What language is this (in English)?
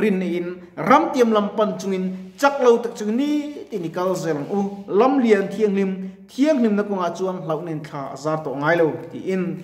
Mizo